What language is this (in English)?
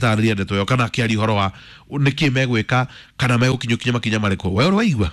Kikuyu